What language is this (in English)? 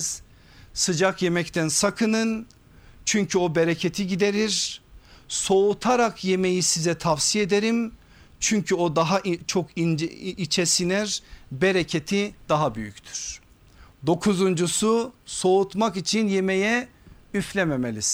Turkish